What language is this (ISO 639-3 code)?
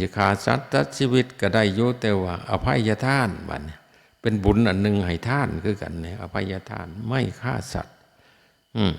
tts